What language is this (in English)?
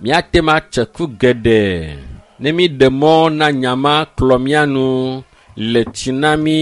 Ewe